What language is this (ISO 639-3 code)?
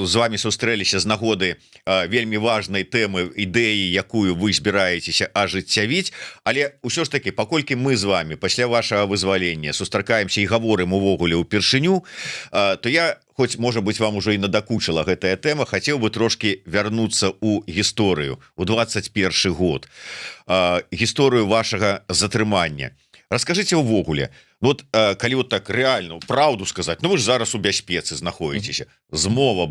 bel